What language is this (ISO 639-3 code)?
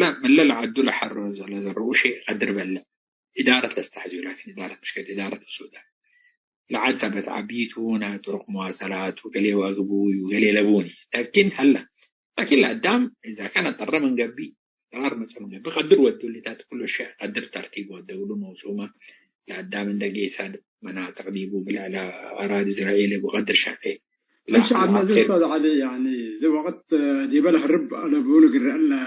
tig